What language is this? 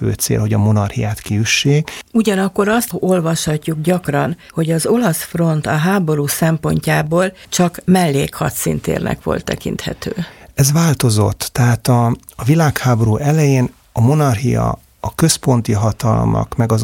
Hungarian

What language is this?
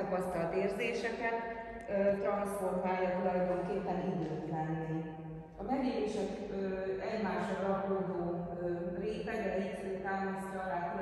Hungarian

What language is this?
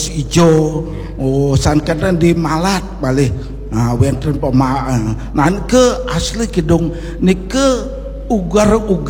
Balinese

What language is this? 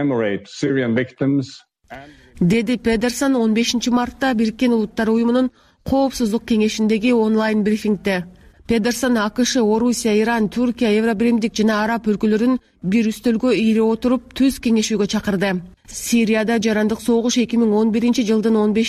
Kyrgyz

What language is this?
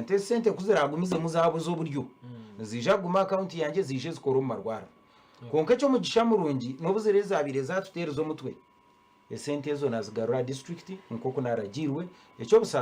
Nyankole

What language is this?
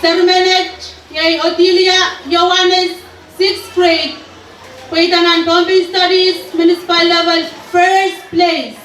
Pohnpeian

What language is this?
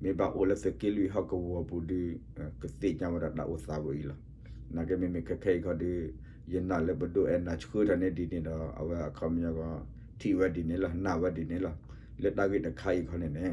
S'gaw Karen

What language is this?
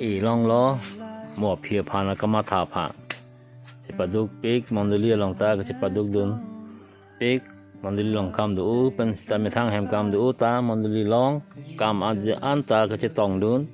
Karbi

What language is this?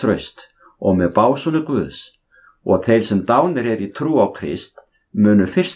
Icelandic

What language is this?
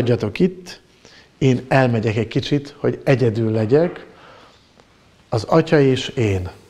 Hungarian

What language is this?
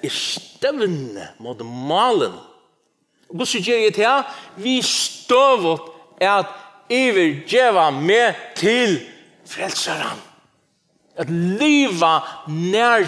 Faroese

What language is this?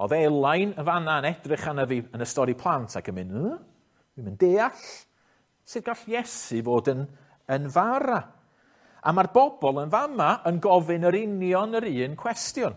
Welsh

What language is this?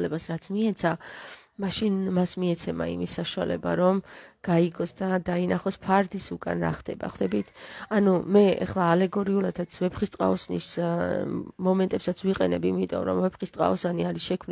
Georgian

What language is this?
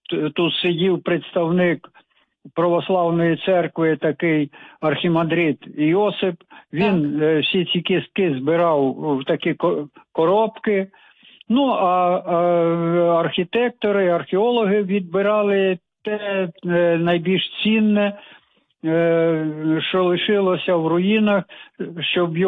Ukrainian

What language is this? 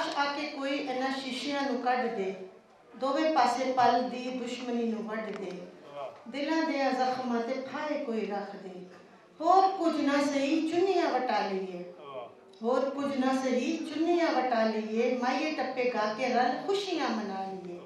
Western Panjabi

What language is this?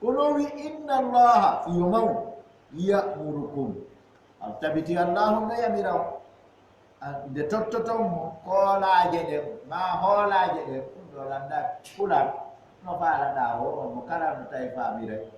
Fula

